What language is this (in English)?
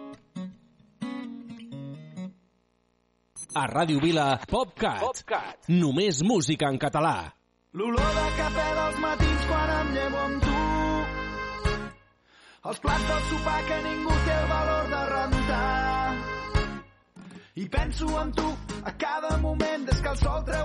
Catalan